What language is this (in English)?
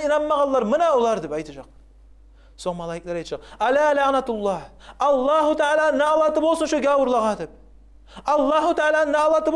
Kumyk